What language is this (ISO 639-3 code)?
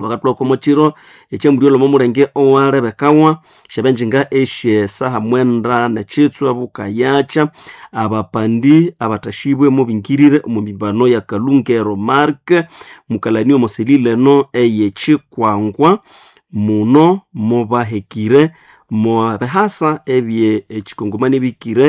nnb